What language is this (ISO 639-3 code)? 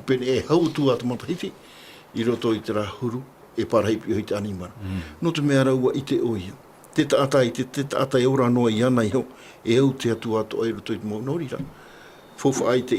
tah